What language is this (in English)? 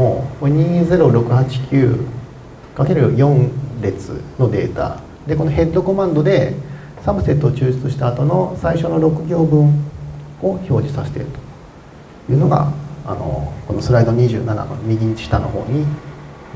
Japanese